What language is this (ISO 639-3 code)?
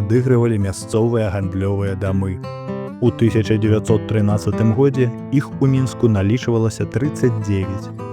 bel